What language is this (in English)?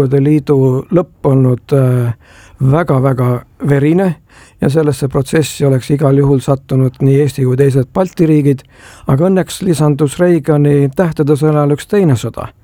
Estonian